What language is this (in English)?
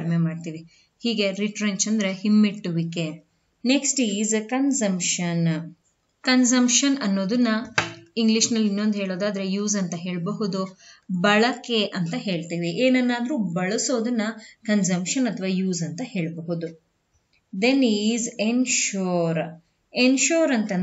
Kannada